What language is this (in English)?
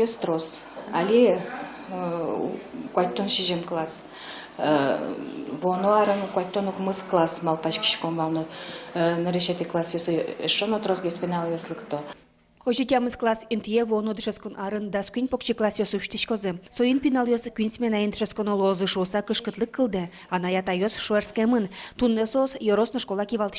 Udmurt